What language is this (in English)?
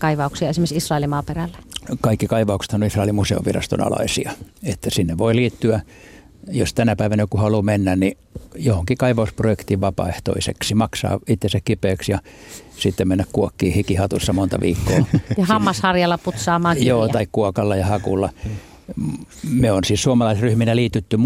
Finnish